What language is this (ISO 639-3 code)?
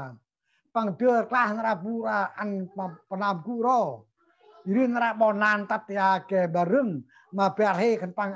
cmo